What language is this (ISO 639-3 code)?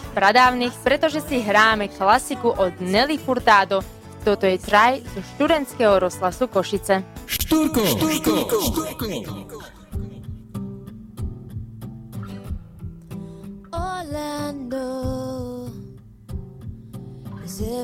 slk